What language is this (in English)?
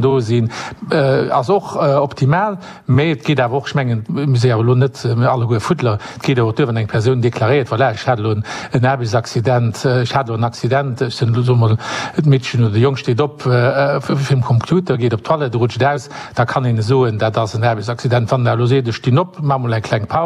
Luxembourgish